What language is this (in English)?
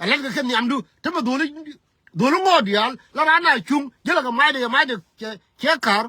Nuer